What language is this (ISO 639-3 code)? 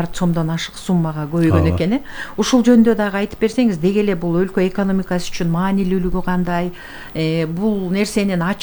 kir